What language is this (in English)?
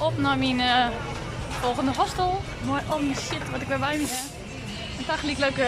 Western Frisian